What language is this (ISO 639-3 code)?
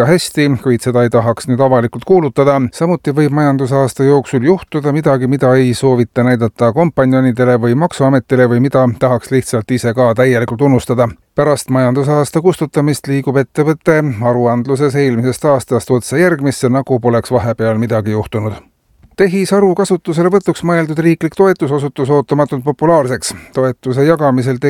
est